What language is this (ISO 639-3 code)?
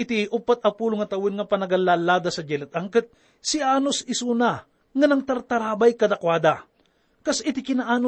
ilo